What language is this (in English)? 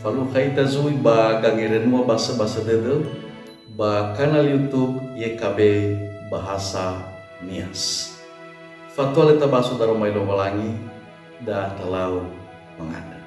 Nias